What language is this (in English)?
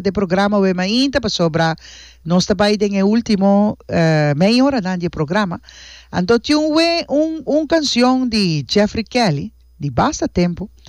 Papiamento